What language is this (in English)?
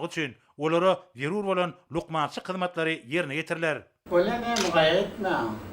Turkmen